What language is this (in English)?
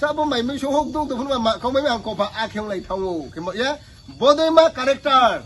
Riang (India)